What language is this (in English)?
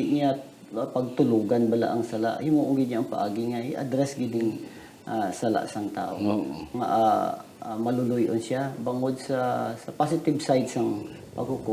Hiligaynon